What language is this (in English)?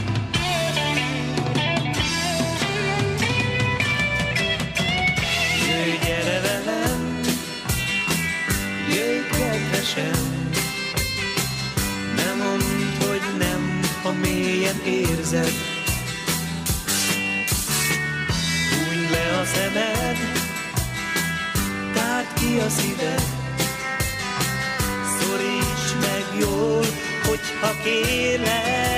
Hungarian